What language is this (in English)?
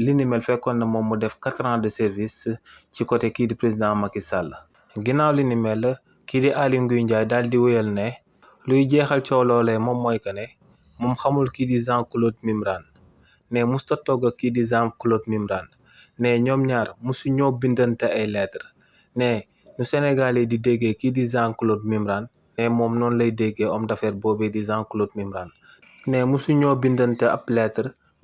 Wolof